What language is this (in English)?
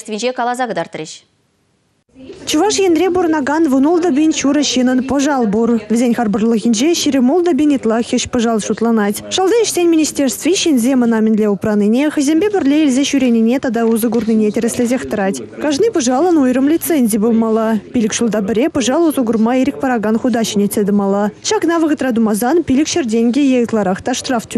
Chuvash